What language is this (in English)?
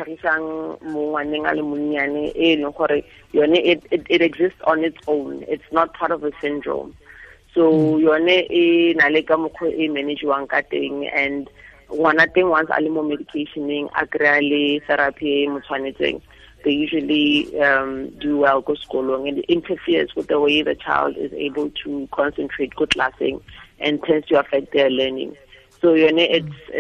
Tswana